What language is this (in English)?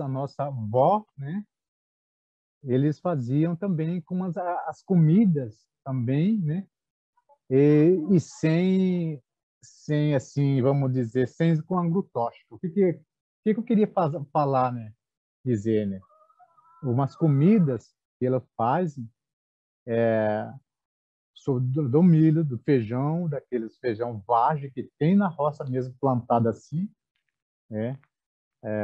Portuguese